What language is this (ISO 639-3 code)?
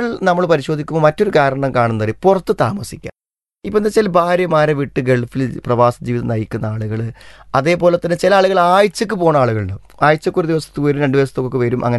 mal